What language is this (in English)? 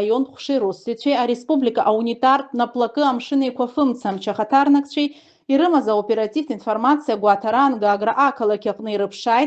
Abkhazian